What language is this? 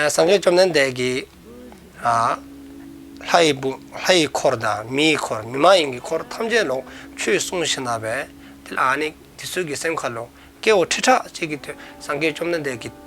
Dzongkha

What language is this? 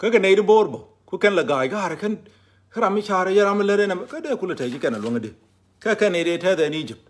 Nuer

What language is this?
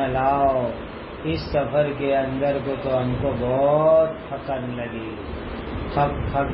Urdu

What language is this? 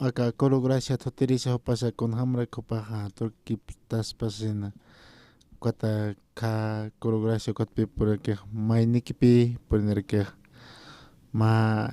Aymara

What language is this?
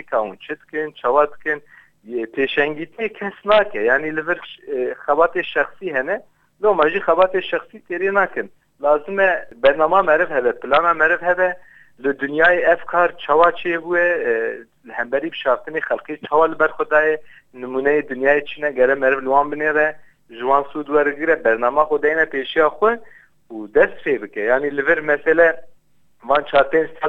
Kurdish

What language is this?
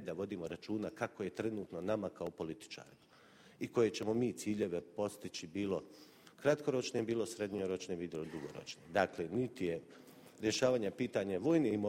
Bosnian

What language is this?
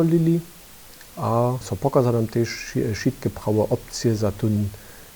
Upper Sorbian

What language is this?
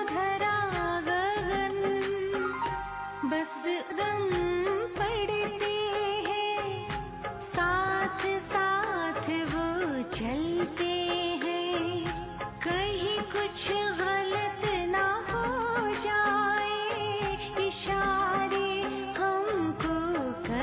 Hindi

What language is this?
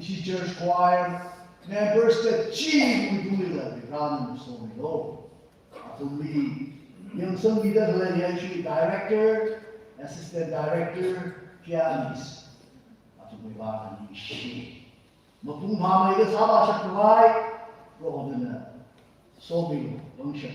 Tangkhul Naga (India)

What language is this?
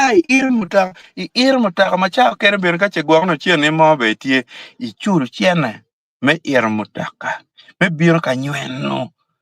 Acoli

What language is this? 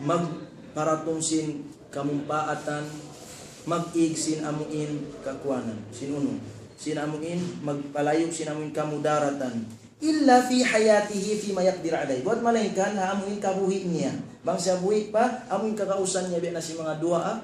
Tausug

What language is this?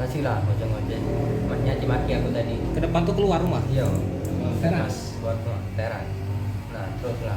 Musi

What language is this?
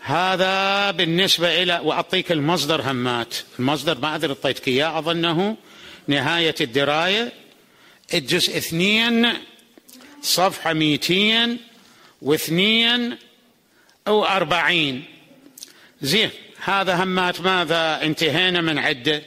Mesopotamian Arabic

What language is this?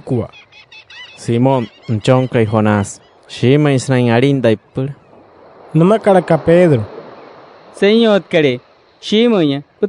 Wayuu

